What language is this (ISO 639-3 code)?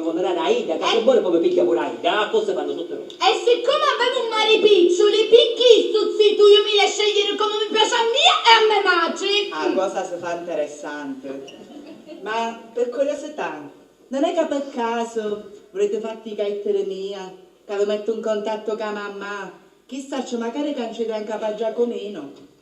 scn